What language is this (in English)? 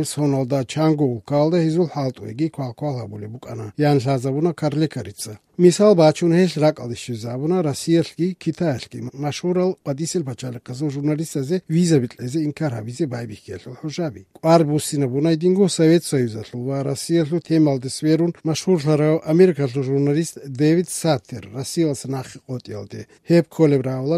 Avaric